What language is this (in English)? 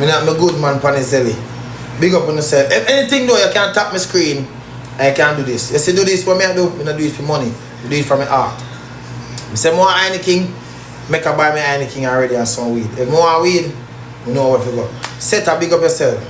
Jamaican Creole English